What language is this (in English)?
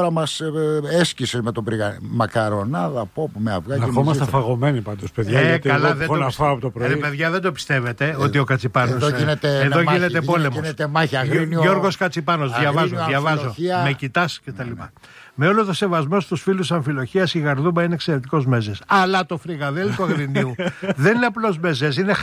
Greek